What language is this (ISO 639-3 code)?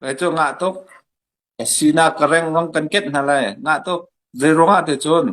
cnh